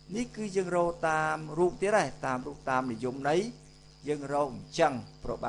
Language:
Khmer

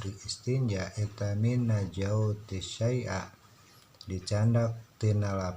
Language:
Sundanese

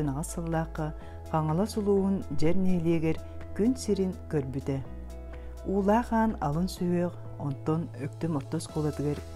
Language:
Yakut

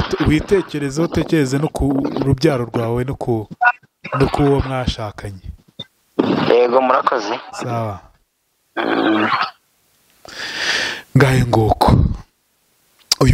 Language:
Kinyarwanda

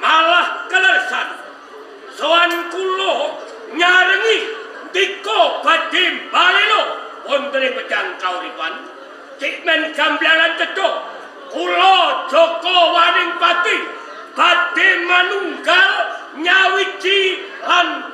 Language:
Javanese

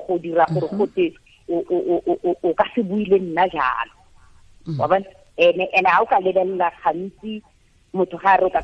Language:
Tswana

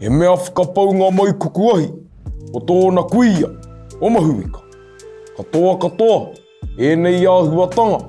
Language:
Māori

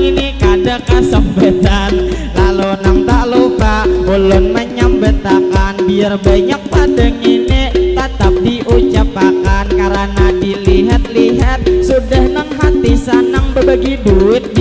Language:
Banjar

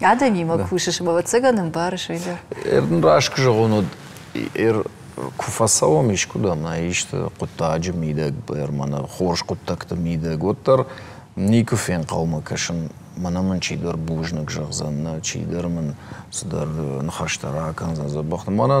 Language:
Ossetic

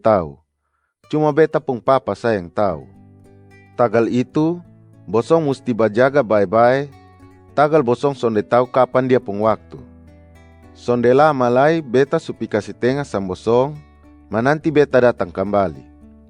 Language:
Kupang Malay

